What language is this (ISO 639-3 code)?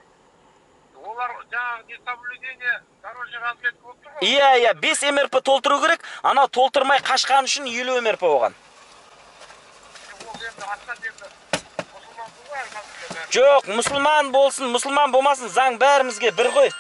kaz